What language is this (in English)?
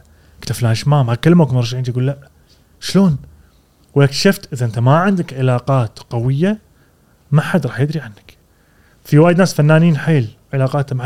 Gulf Arabic